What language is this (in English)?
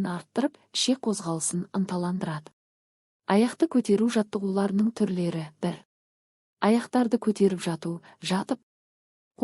Kazakh